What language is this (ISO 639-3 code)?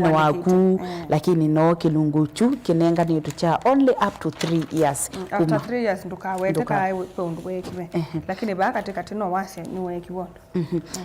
kam